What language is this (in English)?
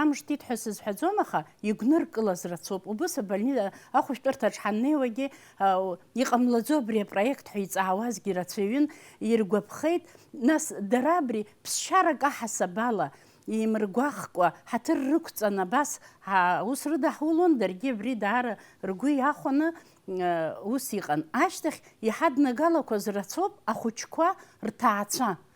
Abkhazian